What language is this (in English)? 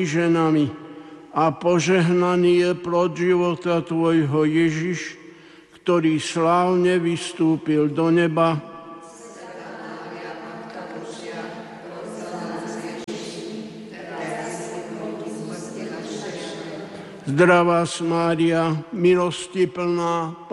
Slovak